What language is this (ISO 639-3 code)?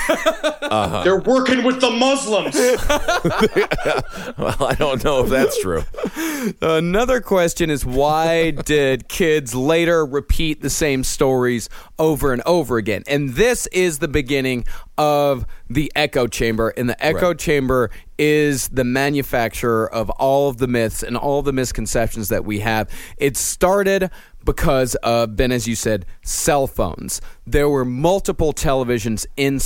eng